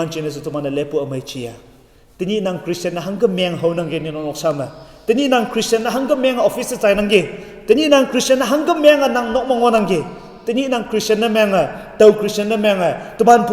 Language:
Konyak Naga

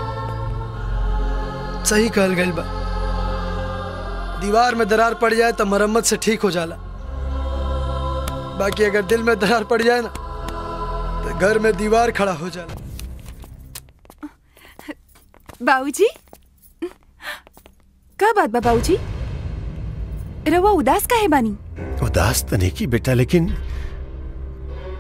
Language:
Bhojpuri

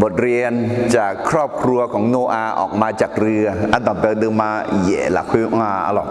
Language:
Akha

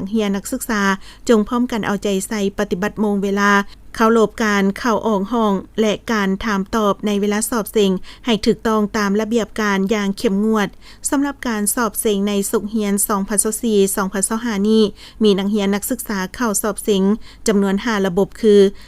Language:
Lao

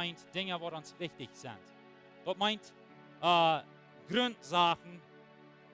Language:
Plautdietsch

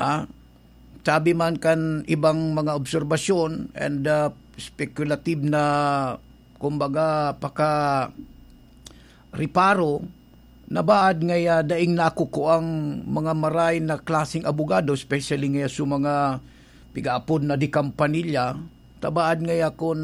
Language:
Bikol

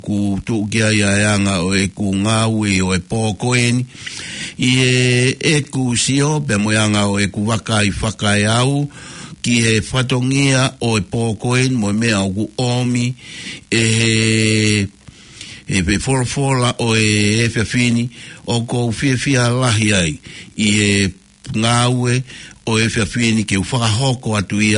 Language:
Tongan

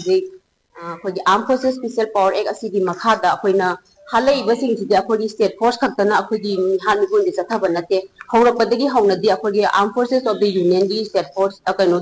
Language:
Manipuri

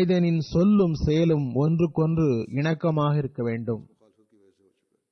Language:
Tamil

